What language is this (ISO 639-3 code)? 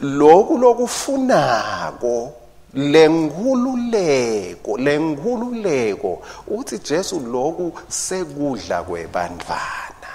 ssw